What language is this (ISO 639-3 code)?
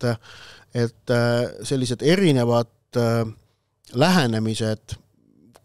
est